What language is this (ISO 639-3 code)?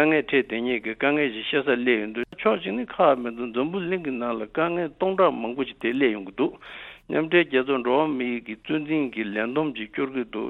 bod